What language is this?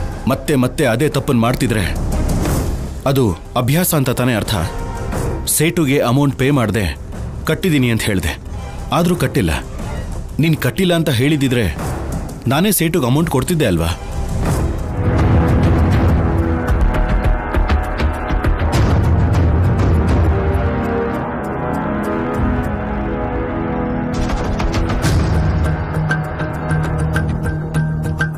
Kannada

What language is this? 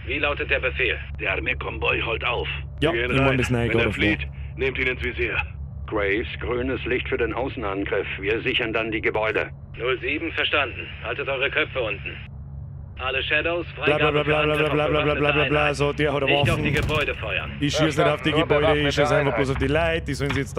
Bavarian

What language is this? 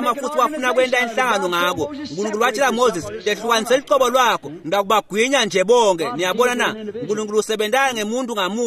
Swati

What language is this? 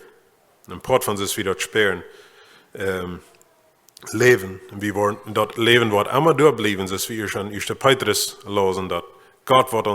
Plautdietsch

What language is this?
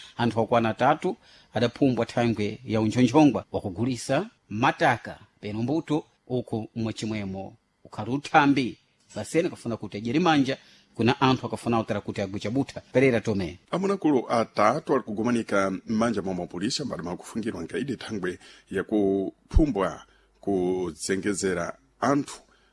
Sena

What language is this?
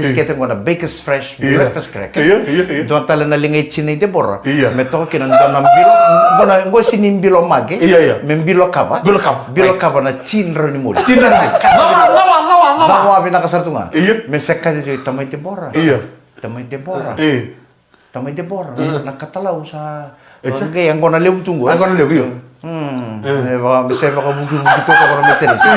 Fijian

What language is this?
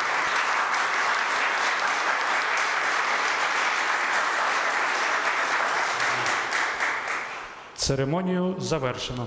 Ukrainian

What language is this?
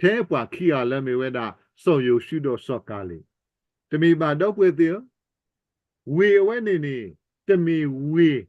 S'gaw Karen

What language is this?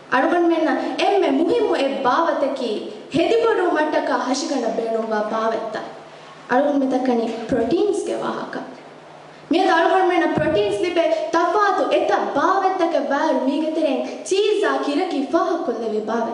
Divehi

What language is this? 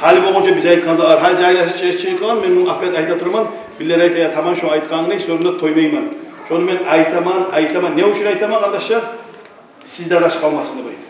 Kumyk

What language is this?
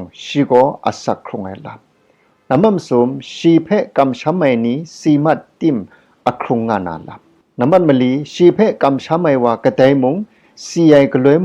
Kachin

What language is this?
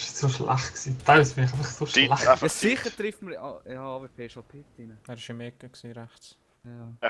Swiss German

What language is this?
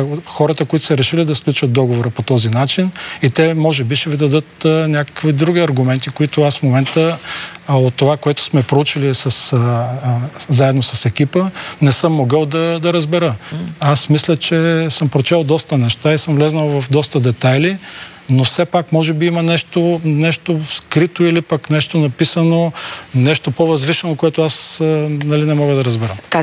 Bulgarian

